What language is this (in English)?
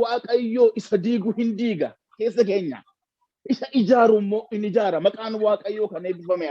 Oromo